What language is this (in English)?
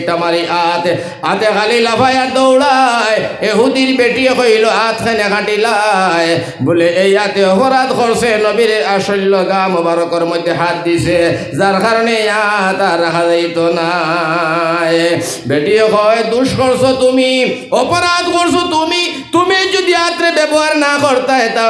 Sylheti